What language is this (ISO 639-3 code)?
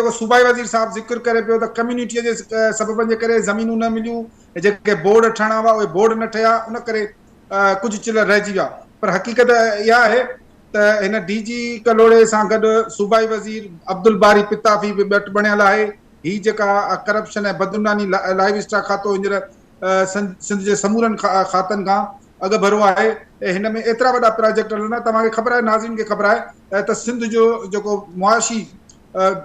snd